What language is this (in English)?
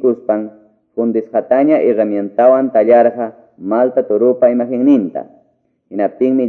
Quechua